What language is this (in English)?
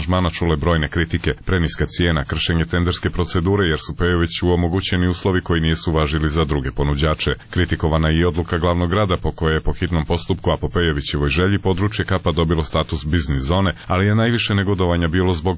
Serbian